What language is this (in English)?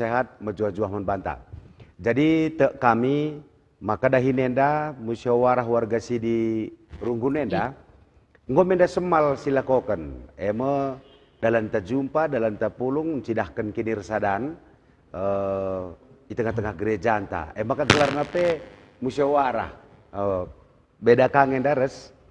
Batak Karo